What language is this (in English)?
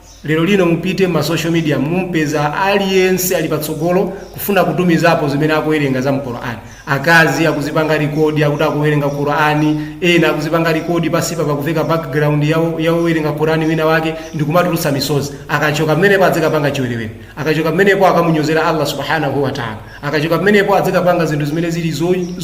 Nyanja